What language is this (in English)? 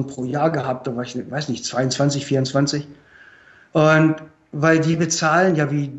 German